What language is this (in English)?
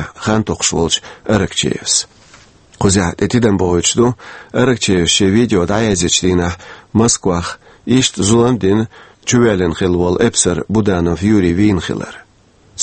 Chechen